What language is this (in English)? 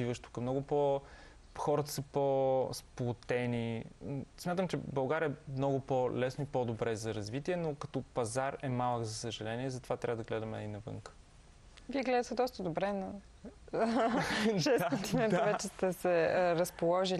Bulgarian